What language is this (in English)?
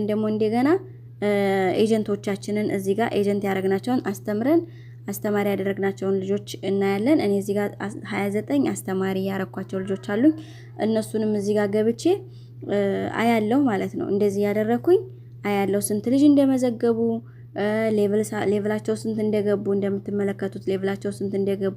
Amharic